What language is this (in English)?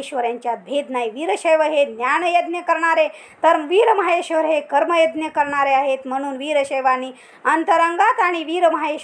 Marathi